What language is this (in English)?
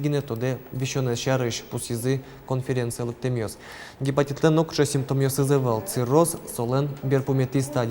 Udmurt